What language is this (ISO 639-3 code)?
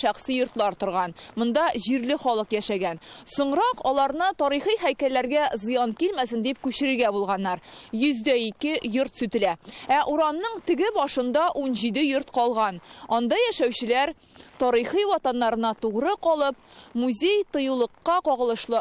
tat